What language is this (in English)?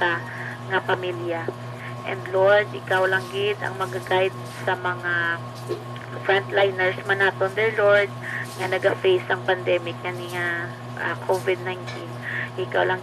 Hiligaynon